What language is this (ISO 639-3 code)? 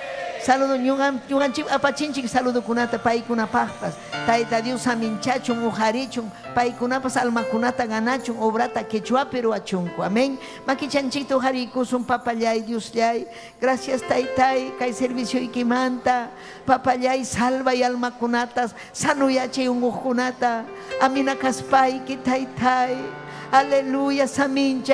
quy